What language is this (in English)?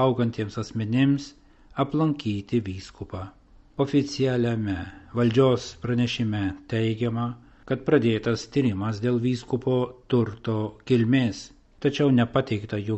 Lithuanian